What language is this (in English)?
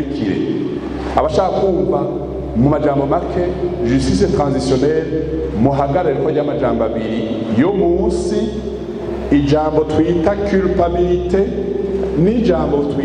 Rundi